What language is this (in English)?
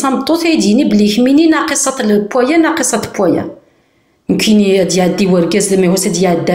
Kabyle